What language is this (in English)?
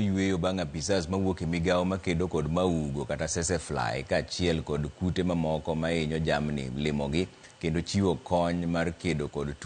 Luo (Kenya and Tanzania)